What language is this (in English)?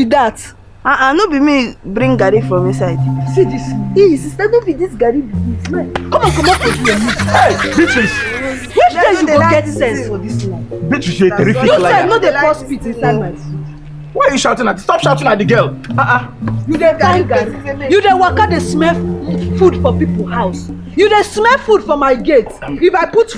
Nigerian Pidgin